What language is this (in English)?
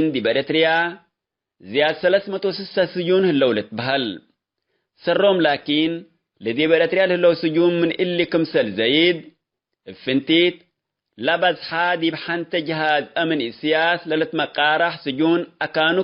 Tigre